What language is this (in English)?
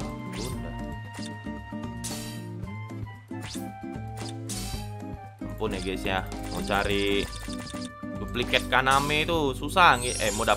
Indonesian